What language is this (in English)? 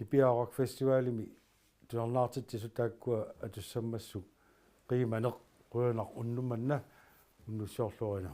Kalaallisut